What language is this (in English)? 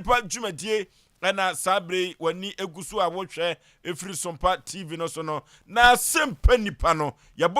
Akan